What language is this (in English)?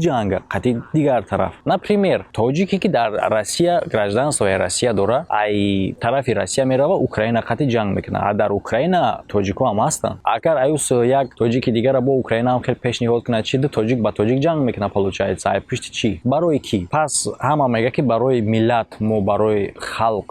Tajik